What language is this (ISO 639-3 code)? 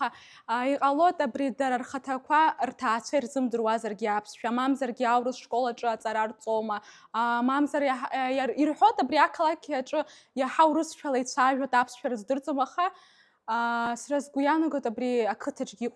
abk